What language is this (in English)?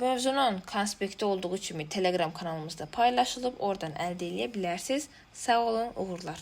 Azerbaijani